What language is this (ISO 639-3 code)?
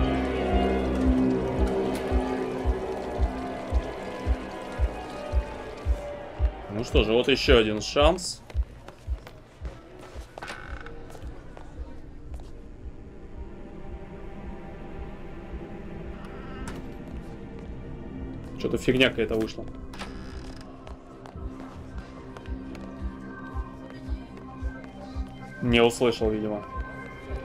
rus